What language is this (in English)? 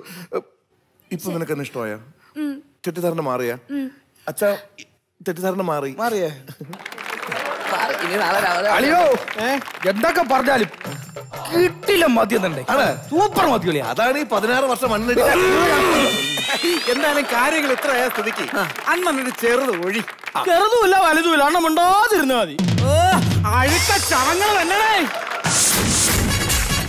Malayalam